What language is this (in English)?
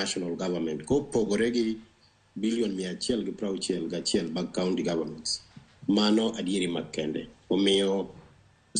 Luo (Kenya and Tanzania)